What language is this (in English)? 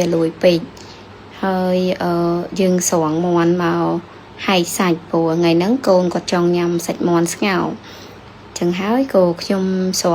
Khmer